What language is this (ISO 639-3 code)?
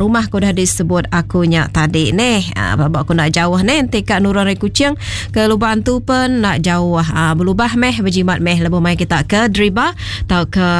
iba